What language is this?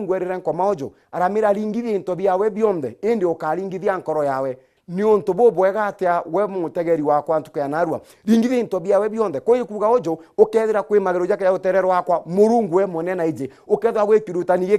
Meru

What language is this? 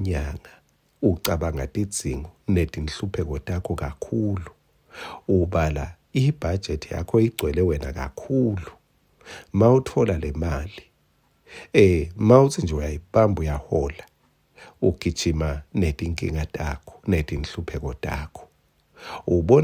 Swati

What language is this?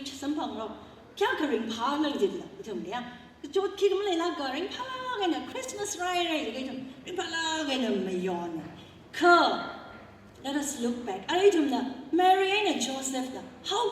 Tangkhul Naga (India)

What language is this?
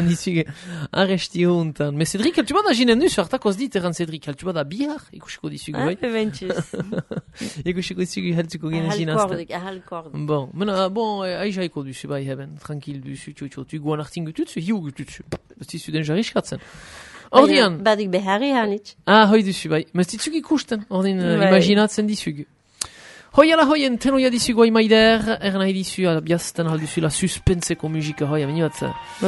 Basque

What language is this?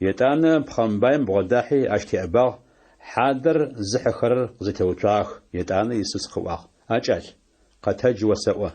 Adyghe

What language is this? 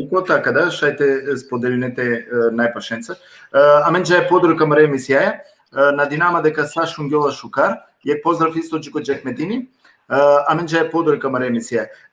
Balkan Romani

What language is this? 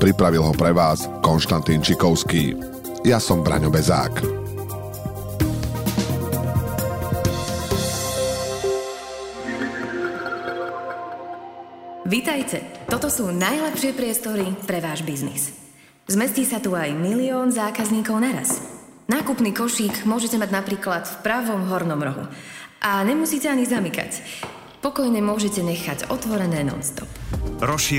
Slovak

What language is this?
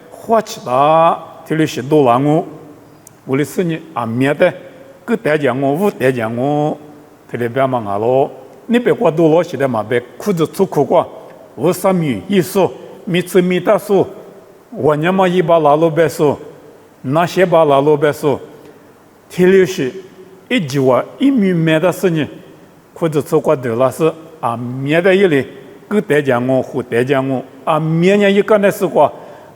Lisu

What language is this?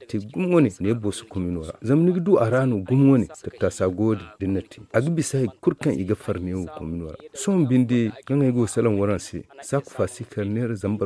Zarma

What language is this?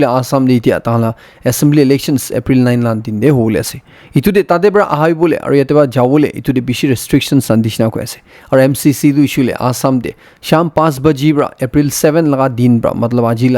Naga Pidgin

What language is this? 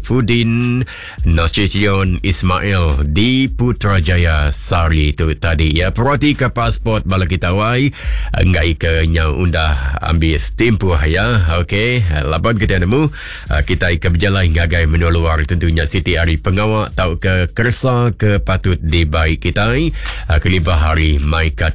Iban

